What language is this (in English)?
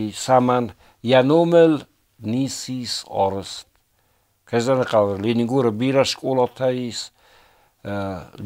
Ossetic